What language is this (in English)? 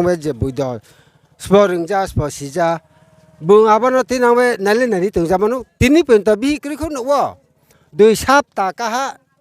Riang (India)